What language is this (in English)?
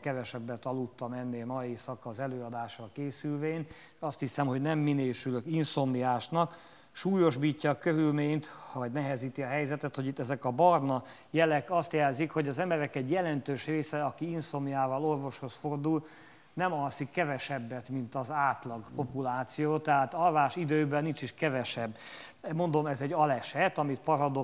Hungarian